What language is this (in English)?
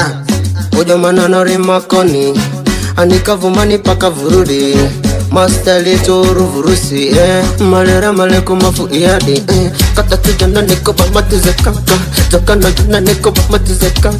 Swahili